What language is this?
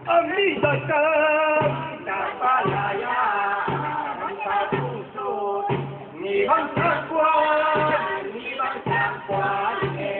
Tedim Chin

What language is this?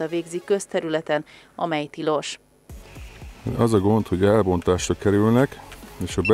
Hungarian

